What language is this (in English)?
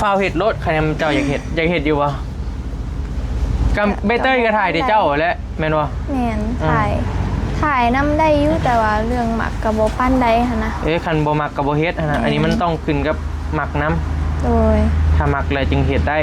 Northeastern Thai